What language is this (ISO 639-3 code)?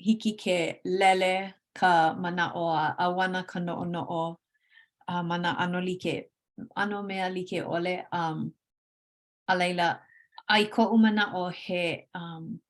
haw